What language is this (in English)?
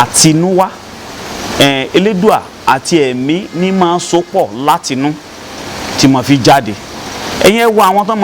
Yoruba